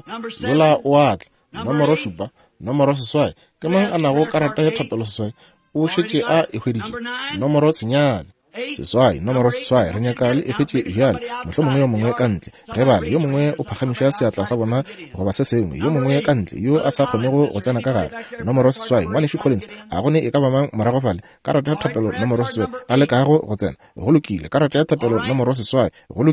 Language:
Northern Sotho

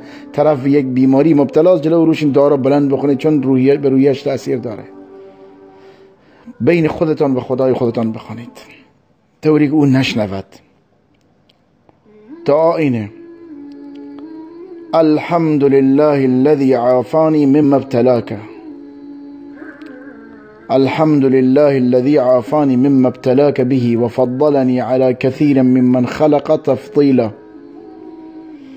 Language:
Persian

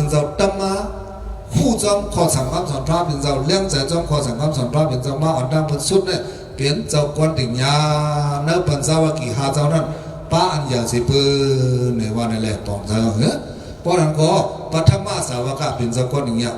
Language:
Shan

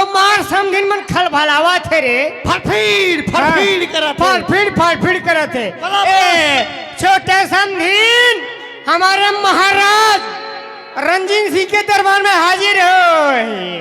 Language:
Chhattisgarhi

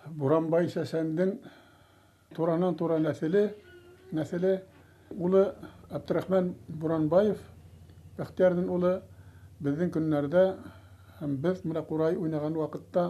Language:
Bashkir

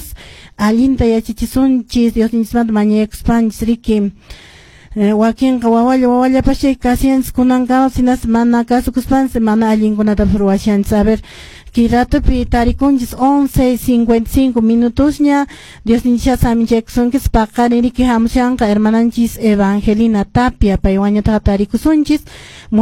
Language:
Quechua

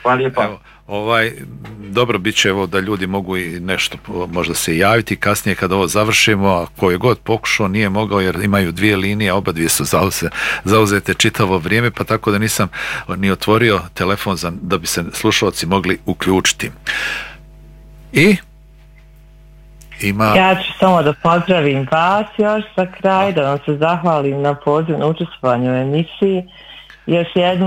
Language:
Bosnian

